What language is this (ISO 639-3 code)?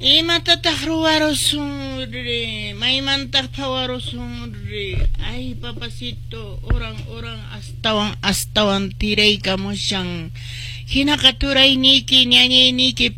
que